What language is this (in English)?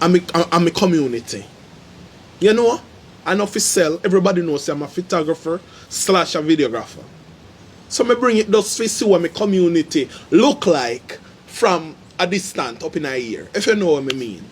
Jamaican Creole English